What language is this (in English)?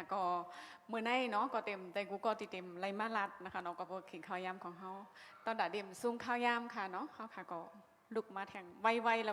Shan